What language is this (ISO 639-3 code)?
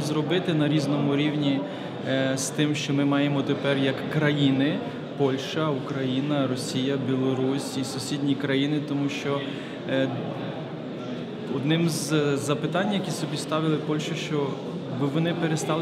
ukr